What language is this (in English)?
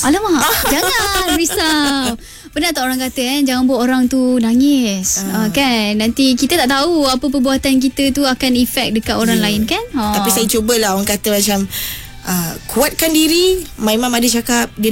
Malay